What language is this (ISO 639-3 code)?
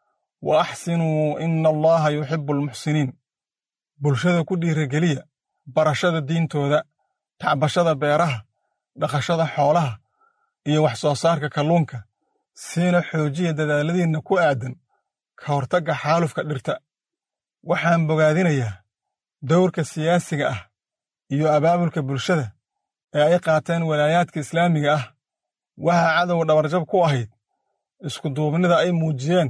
som